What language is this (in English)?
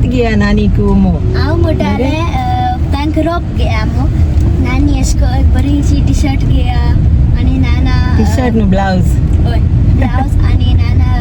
Konkani